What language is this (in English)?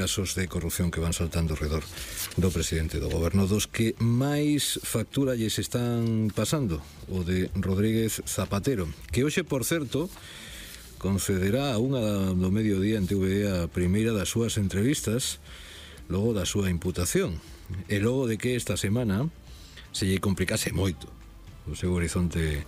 Galician